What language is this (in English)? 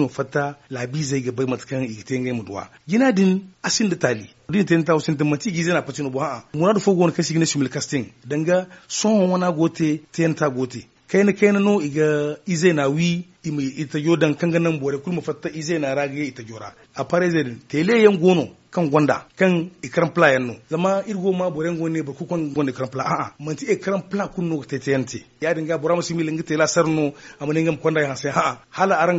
Zarma